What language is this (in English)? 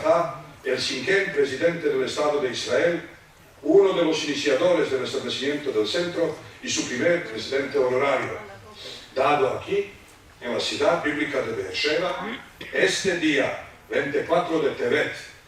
Ladino